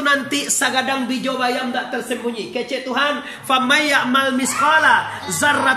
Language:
Minangkabau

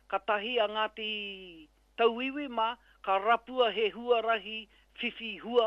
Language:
Māori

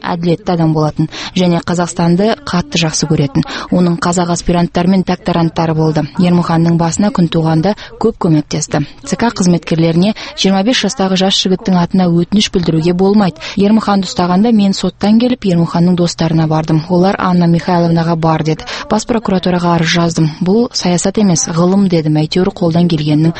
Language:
Kazakh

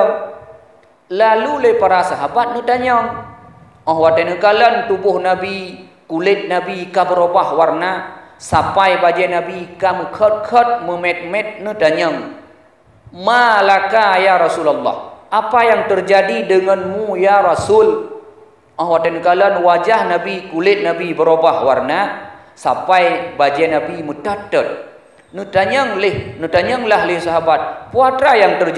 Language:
Achinese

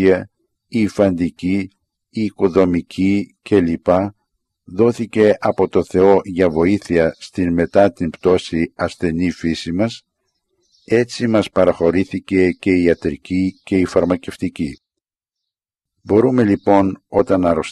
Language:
Greek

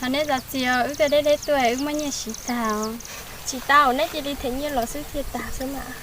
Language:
Hmong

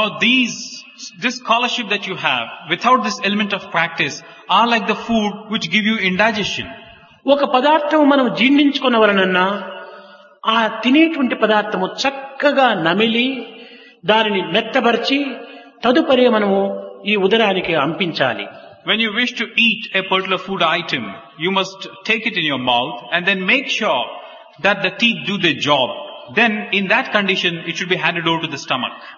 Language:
Telugu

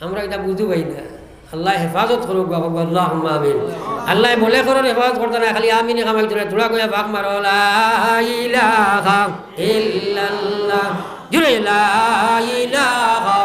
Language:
Sylheti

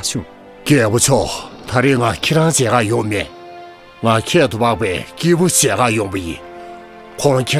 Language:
Tibetan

